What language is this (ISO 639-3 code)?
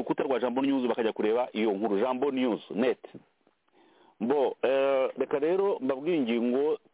kin